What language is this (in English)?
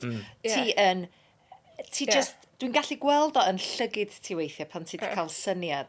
Welsh